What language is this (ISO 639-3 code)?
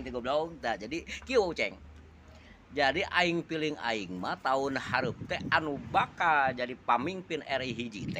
sun